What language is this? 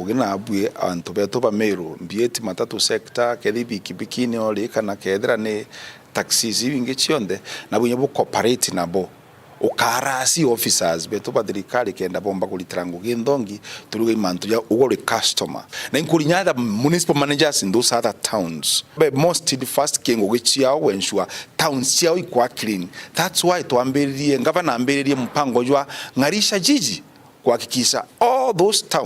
Meru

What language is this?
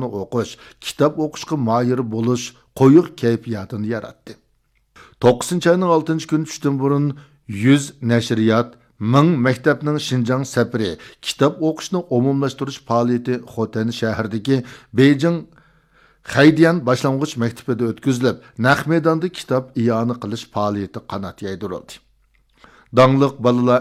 Uyghur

